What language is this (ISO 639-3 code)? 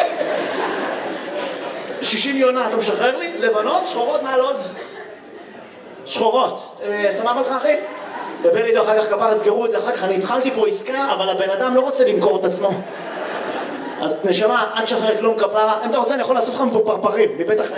heb